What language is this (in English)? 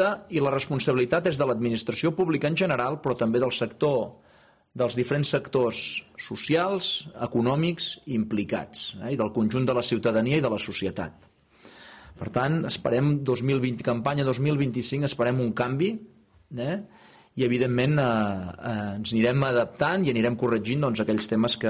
Catalan